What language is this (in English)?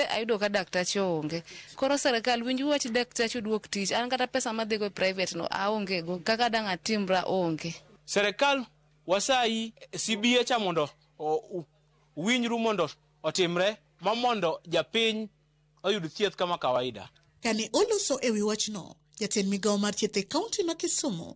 Luo (Kenya and Tanzania)